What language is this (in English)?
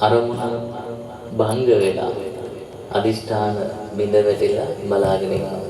Sinhala